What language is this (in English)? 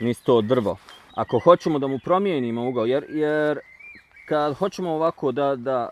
Bosnian